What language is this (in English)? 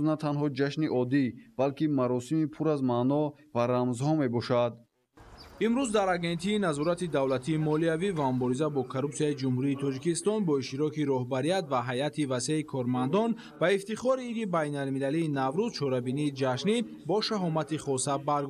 Tajik